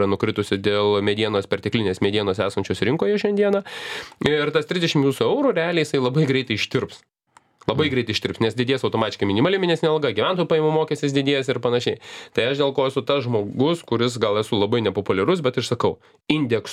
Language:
Lithuanian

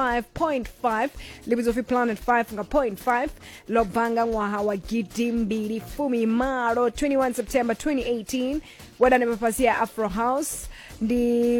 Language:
Venda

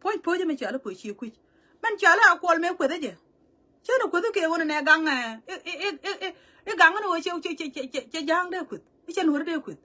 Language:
Nuer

